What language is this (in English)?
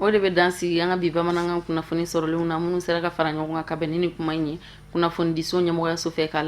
Bambara